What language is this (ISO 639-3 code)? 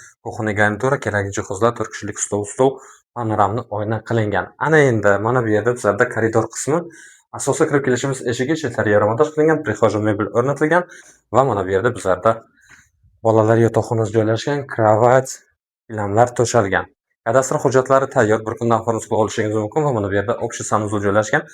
uzb